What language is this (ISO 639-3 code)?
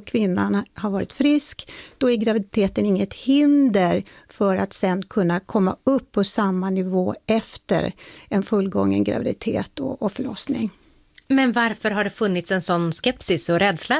swe